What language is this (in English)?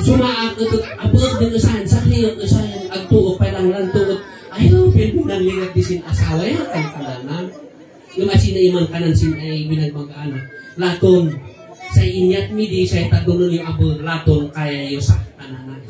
Kankanaey